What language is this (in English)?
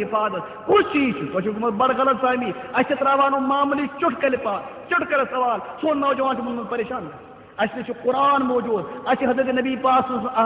Kashmiri